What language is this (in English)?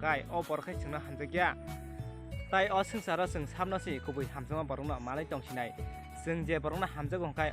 Kok Borok